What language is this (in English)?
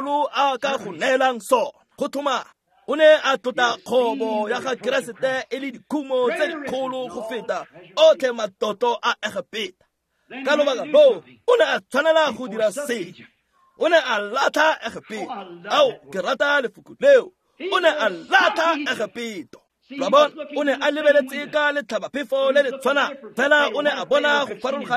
Tswana